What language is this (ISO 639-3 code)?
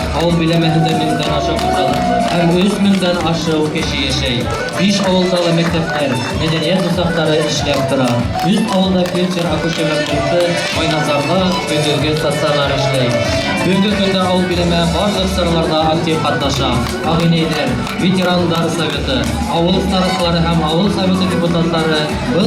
bak